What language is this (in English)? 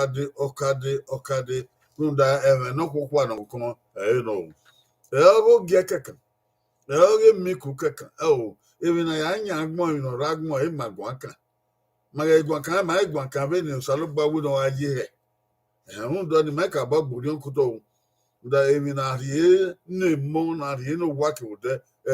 Bini